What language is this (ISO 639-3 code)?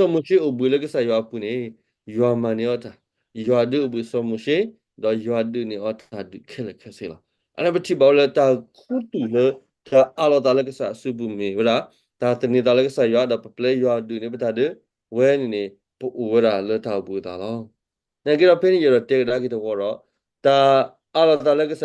ksw